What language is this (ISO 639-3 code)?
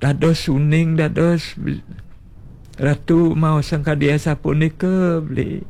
ban